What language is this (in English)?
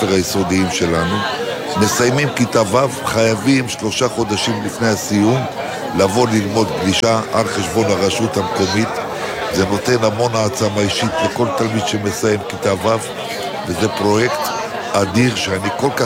Hebrew